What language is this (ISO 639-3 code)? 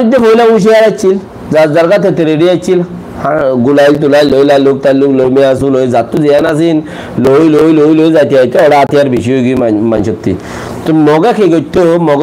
rhg